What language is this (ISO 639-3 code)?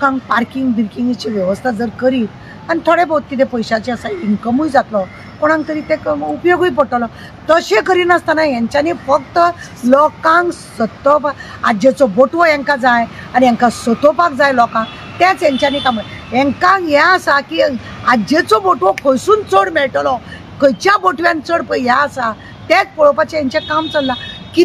kok